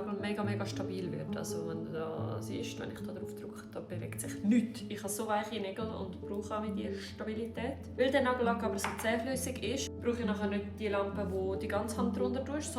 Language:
Swiss German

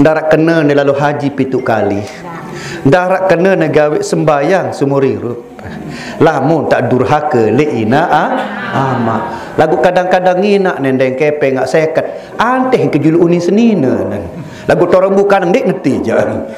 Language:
Sasak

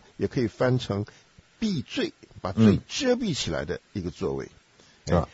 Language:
Chinese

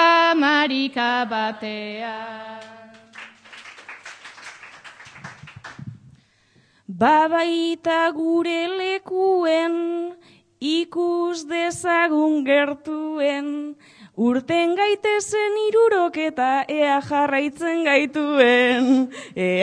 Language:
Basque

